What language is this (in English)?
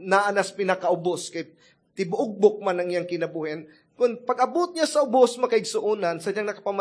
Cebuano